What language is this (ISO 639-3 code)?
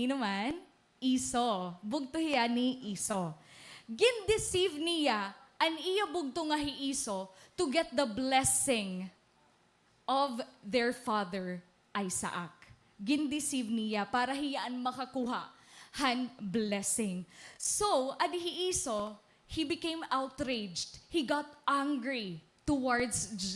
war